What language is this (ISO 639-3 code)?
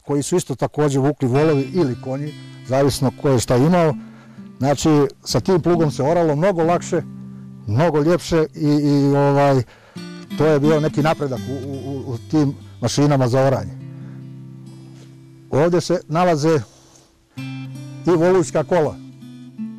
bos